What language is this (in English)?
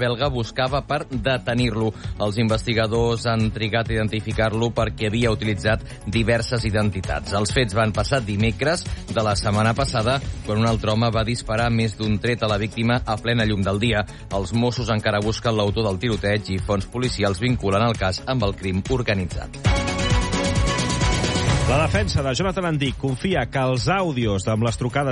Catalan